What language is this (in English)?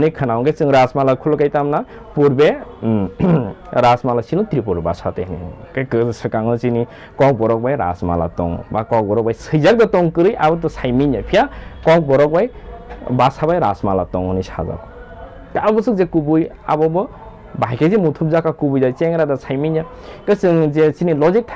Kok Borok